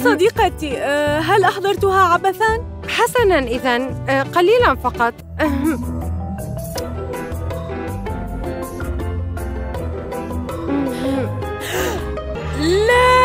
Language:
Arabic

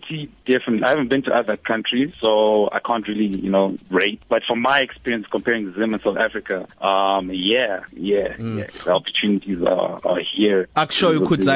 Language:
English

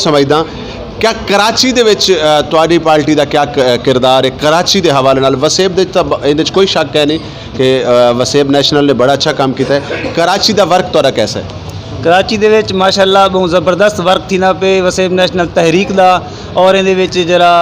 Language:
Saraiki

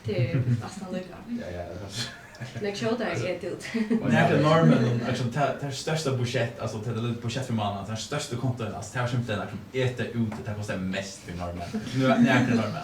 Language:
Faroese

